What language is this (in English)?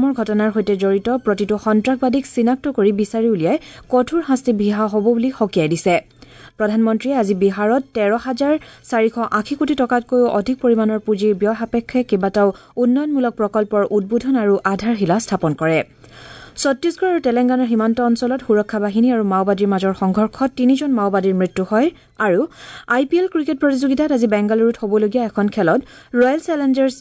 Assamese